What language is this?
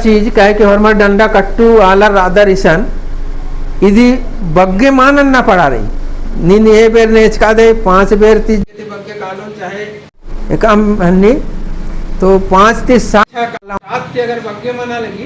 Kurukh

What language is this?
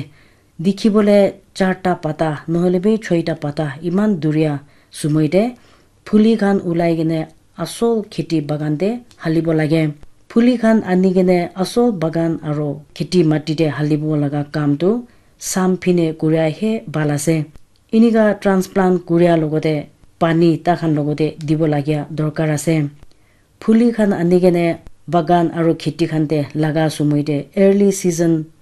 Naga Pidgin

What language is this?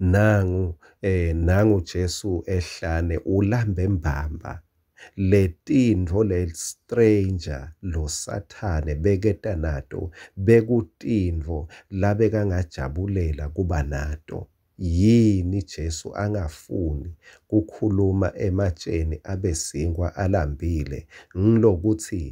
Swati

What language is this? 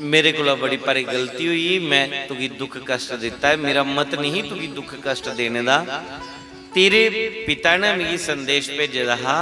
Dogri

